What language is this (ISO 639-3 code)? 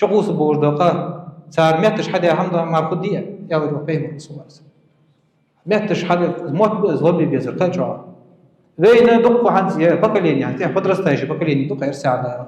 inh